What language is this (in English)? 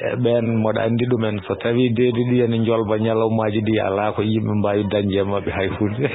Fula